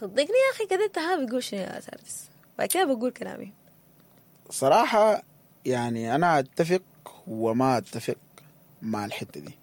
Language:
Sudanese Arabic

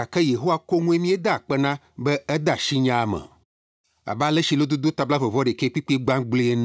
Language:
Ewe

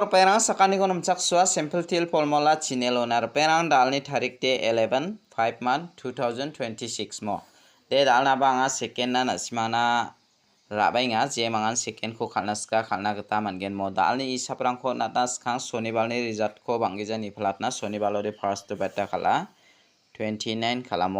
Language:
Garo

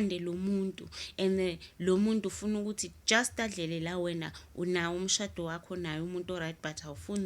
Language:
Zulu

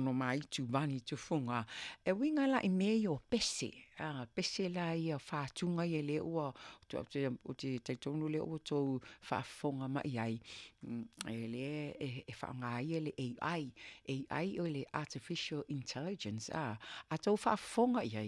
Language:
Samoan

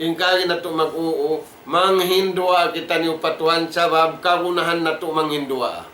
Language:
Tausug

